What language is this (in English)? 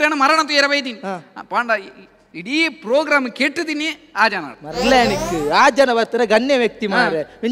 Tulu